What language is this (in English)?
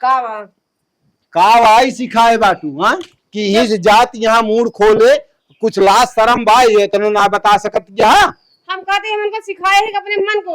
Awadhi